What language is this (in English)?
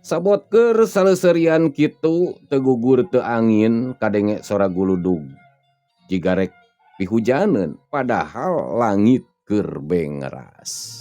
Sundanese